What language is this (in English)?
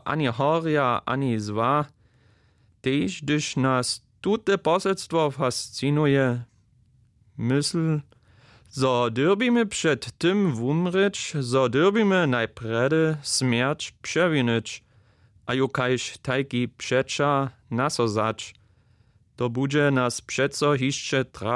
Upper Sorbian